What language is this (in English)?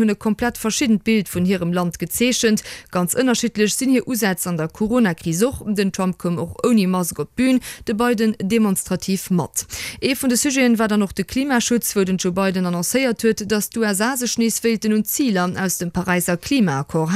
Luxembourgish